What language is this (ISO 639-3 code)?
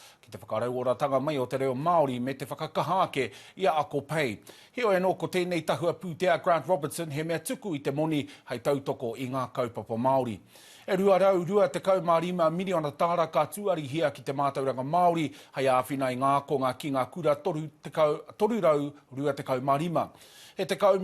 mri